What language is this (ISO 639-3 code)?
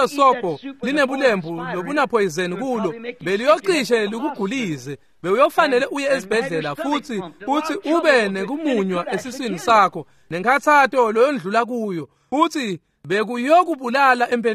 ssw